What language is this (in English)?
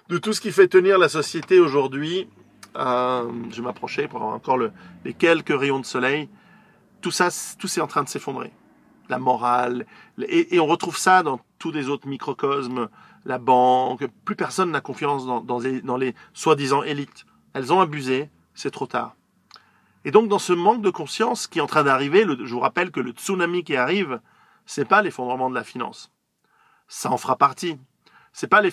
French